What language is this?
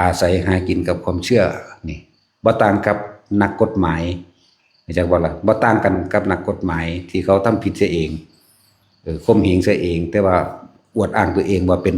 Northeastern Thai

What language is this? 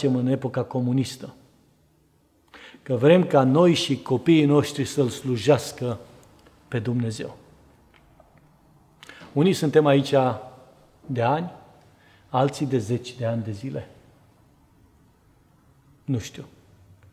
Romanian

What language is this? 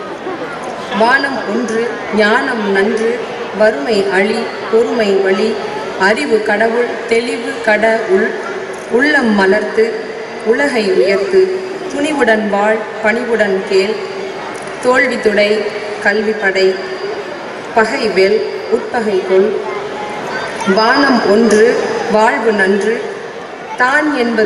Tamil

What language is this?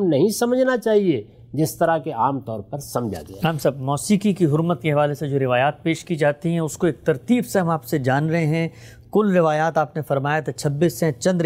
Urdu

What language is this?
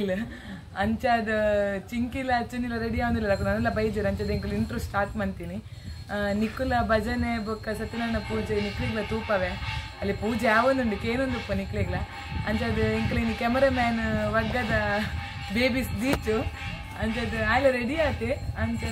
Tulu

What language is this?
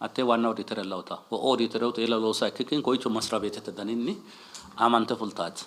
Sidamo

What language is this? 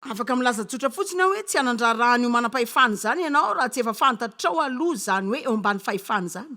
Malagasy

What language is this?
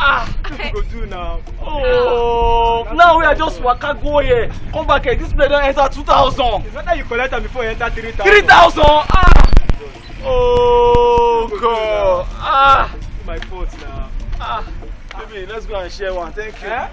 Nigerian Pidgin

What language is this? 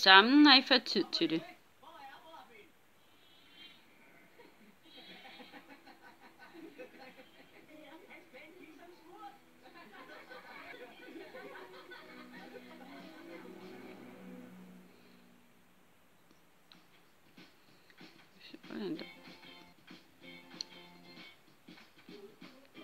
Danish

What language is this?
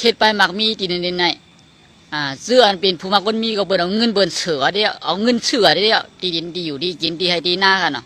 Shan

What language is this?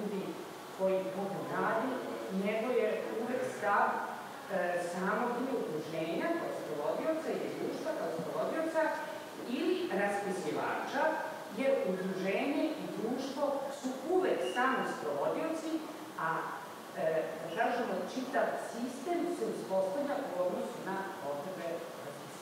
Serbian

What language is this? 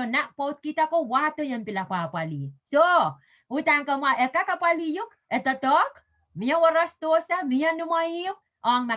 Pohnpeian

